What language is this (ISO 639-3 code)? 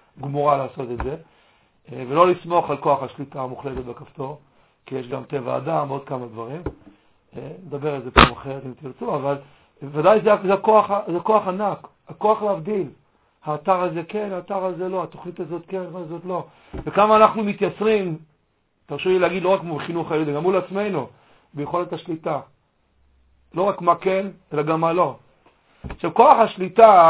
heb